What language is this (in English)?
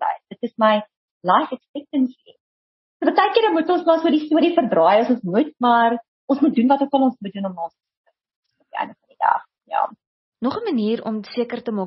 Afrikaans